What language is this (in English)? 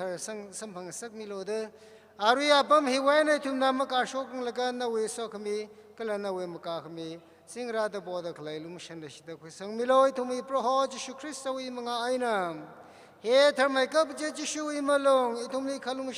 Tangkhul Naga (India)